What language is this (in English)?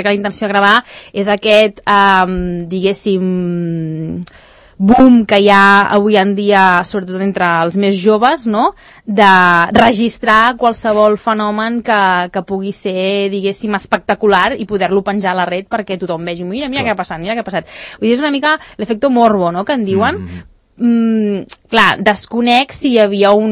Catalan